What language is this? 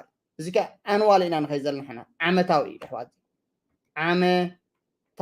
Tigrinya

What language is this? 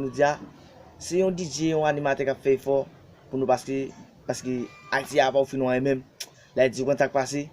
Haitian Creole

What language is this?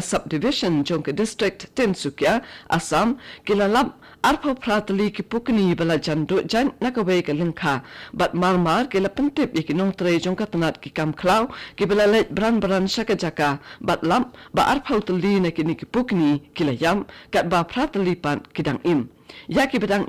Khasi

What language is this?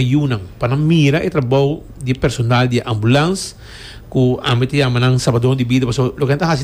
Papiamento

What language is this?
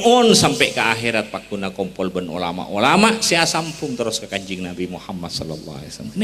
Madurese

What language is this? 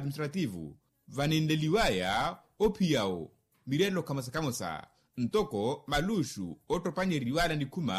Makhuwa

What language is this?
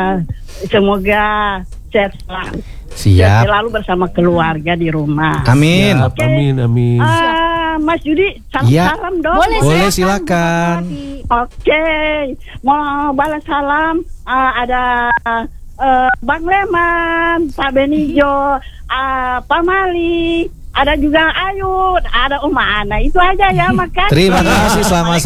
Indonesian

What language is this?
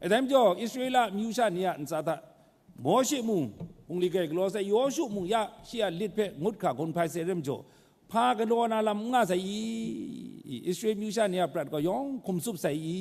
Kachin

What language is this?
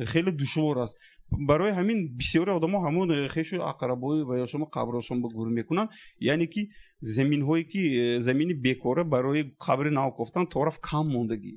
Tajik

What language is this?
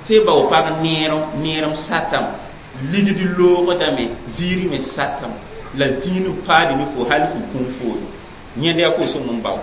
Mossi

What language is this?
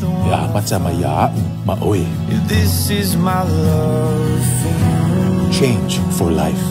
Samoan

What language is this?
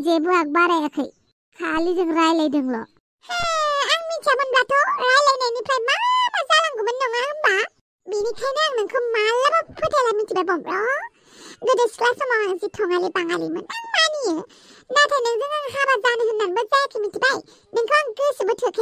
Bodo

